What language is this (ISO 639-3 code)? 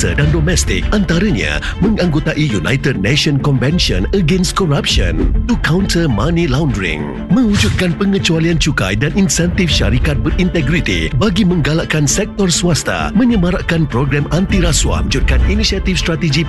msa